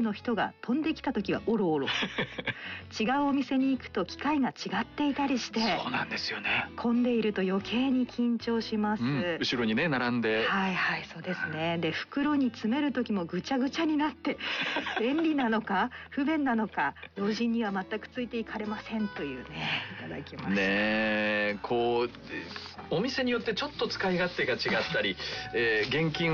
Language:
Japanese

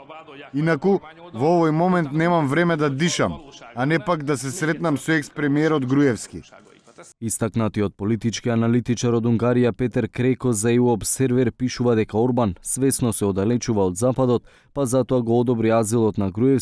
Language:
Macedonian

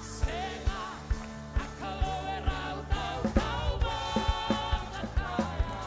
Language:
Fijian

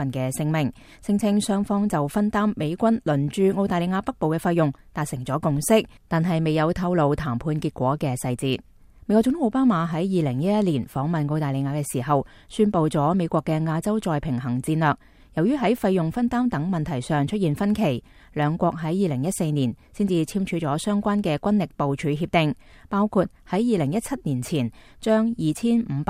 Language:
Cantonese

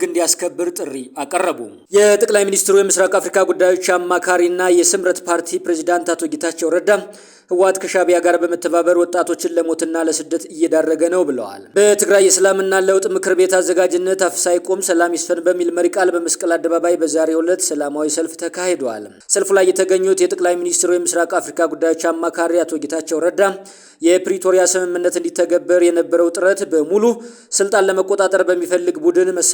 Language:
Amharic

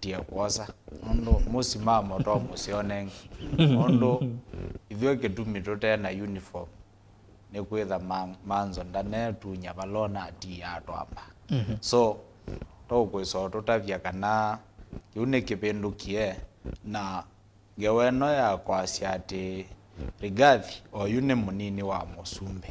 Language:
Kamba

